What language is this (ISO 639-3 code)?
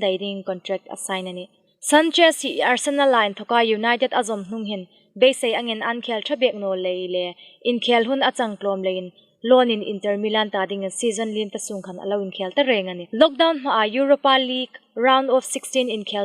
hmr